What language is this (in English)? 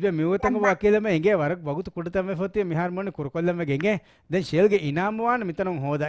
Divehi